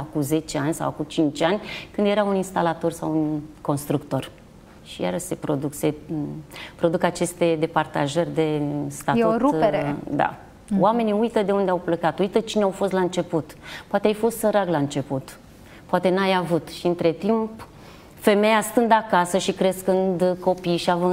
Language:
Romanian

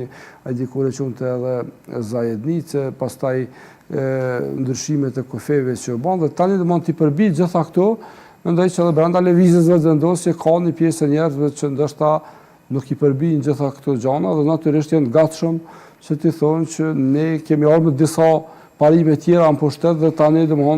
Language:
Albanian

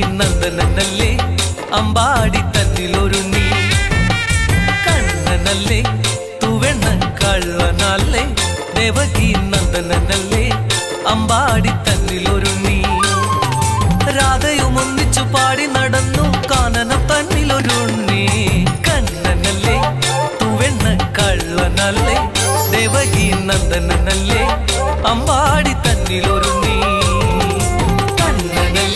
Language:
Malayalam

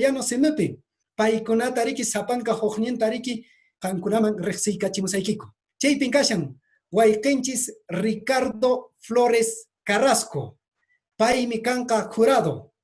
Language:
Quechua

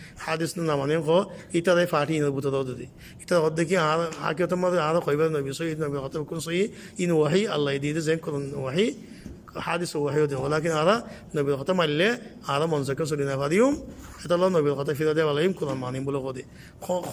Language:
Rohingya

